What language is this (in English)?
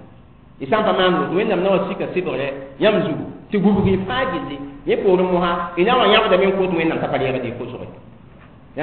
Mossi